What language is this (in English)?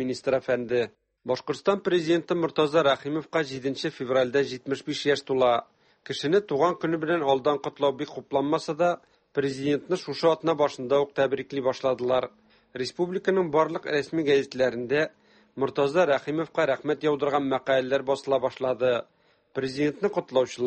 Tatar